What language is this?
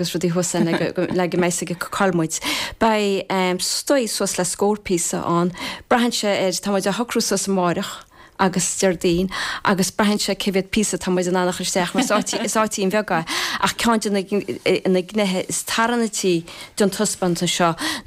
Irish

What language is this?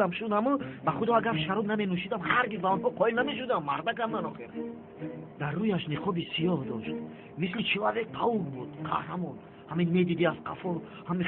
Tajik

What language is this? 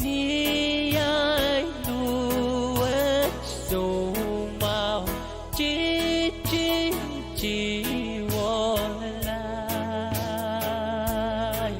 Pohnpeian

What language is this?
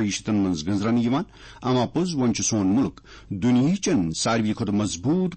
Kashmiri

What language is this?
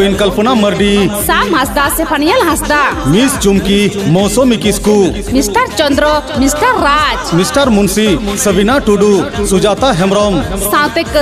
Santali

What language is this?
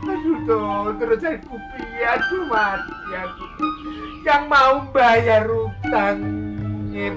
Betawi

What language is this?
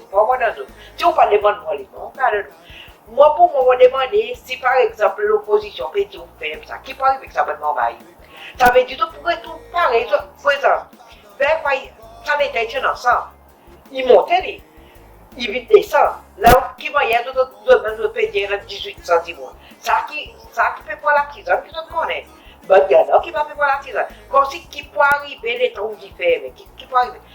Seselwa Creole French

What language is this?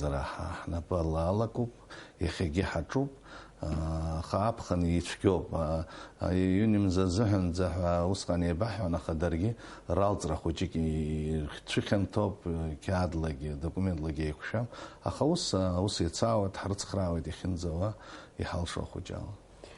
Abkhazian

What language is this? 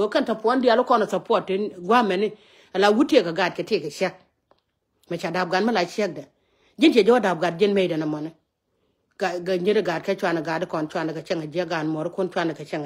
Nuer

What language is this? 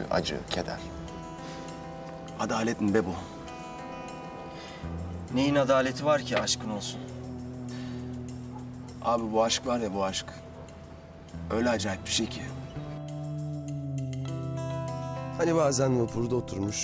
Turkish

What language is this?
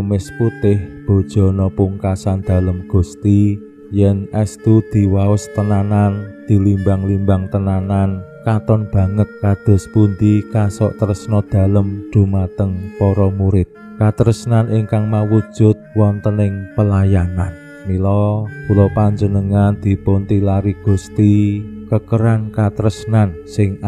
Javanese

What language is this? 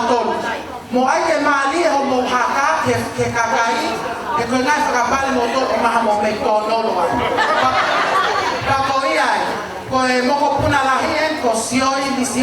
Tongan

